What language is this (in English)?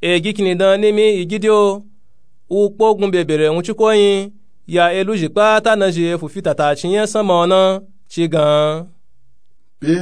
Nupe-Nupe-Tako